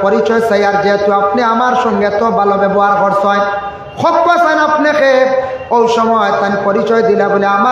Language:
Sylheti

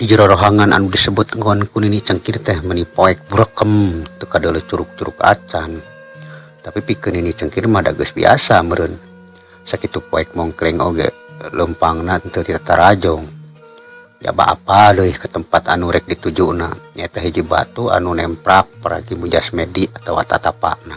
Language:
Sundanese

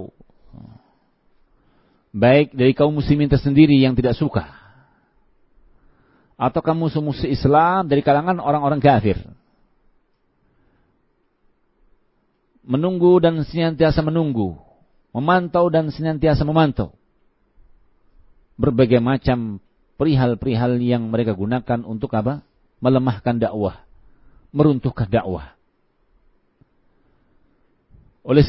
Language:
Indonesian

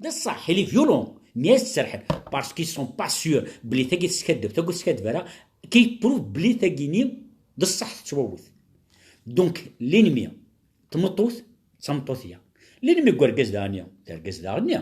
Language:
Kabyle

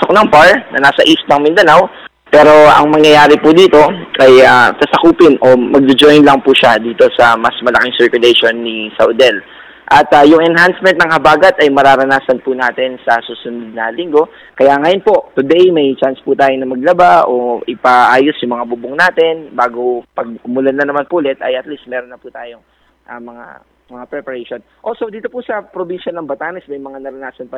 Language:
Filipino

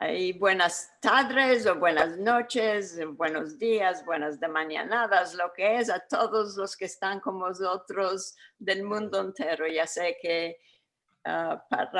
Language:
Ladino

